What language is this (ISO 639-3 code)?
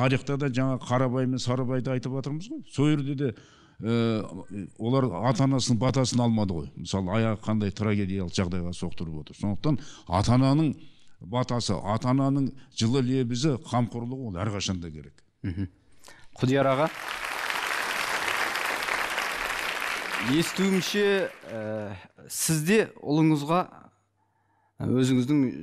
kaz